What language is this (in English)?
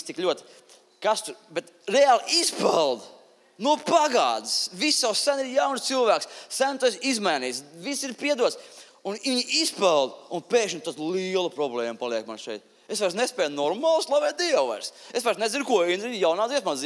Latvian